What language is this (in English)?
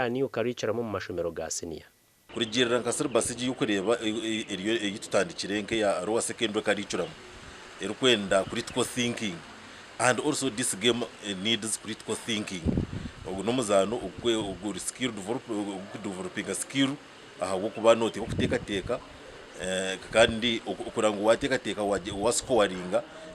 Nyankole